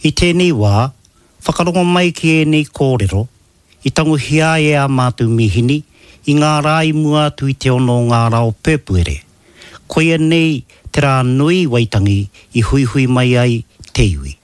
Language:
Māori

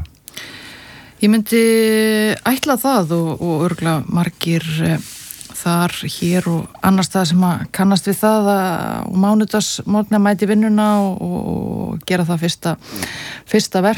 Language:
Icelandic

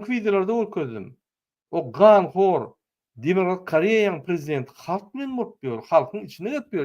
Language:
Turkmen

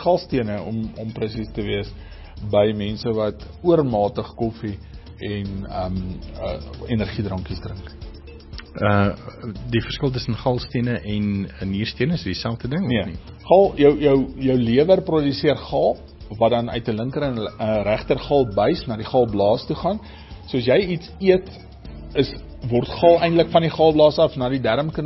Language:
Afrikaans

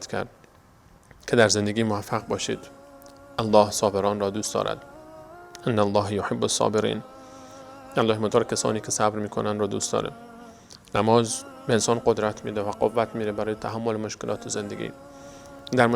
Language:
Persian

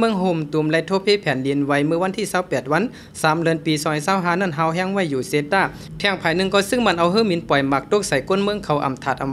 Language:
Shan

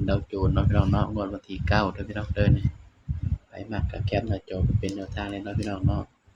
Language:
Northeastern Thai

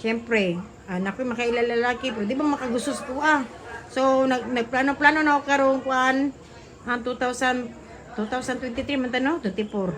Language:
Cebuano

